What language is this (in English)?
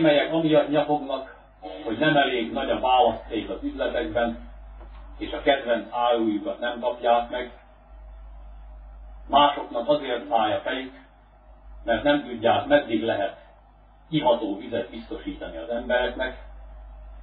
Hungarian